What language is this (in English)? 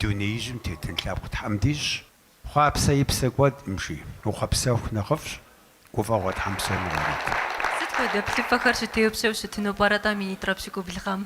Kabardian